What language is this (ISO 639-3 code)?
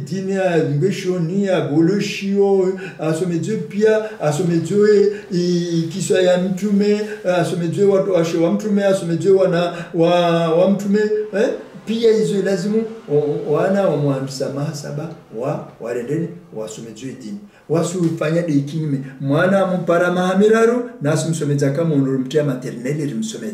swa